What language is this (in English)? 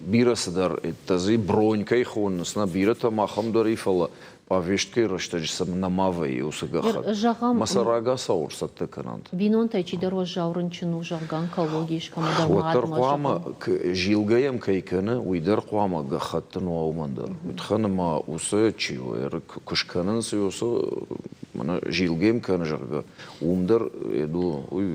Ossetic